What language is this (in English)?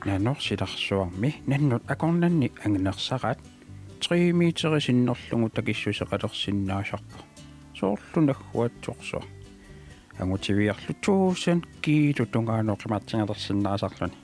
Kalaallisut